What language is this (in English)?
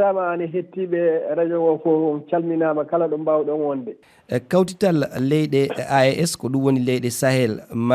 Fula